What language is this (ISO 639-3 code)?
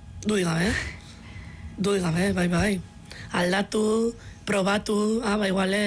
eus